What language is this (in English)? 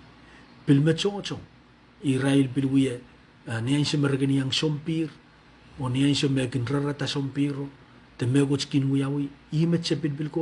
Pohnpeian